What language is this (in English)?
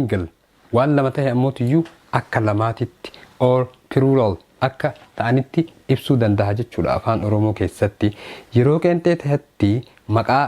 Oromo